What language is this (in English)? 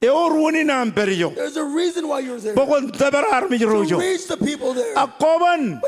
Marshallese